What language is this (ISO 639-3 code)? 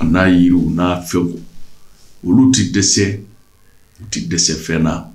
bam